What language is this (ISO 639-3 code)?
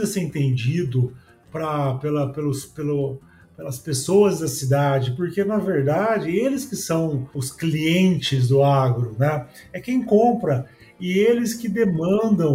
por